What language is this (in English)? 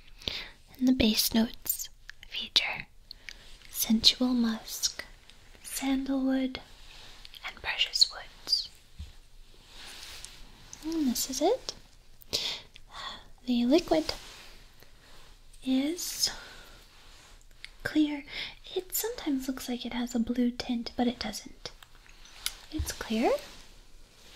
English